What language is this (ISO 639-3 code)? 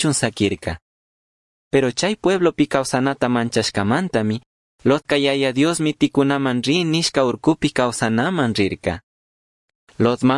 qug